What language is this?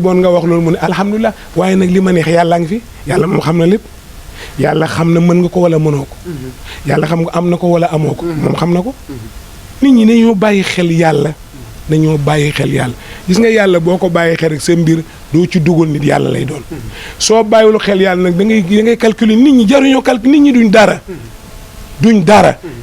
Wolof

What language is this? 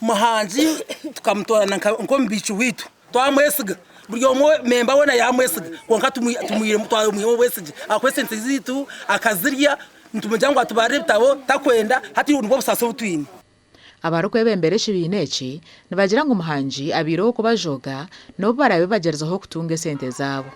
Nyankole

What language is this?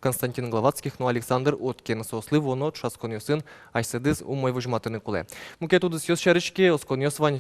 Udmurt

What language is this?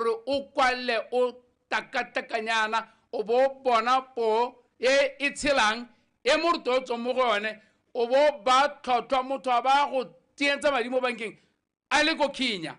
Tswana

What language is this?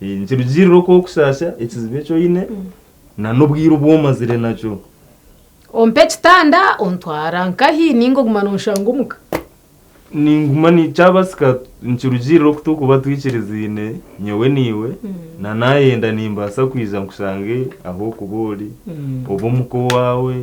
Nyankole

